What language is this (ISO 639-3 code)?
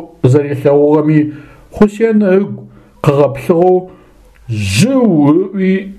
ady